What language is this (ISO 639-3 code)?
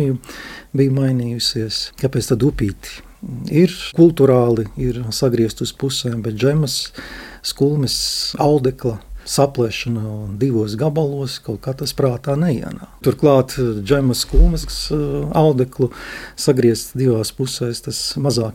lav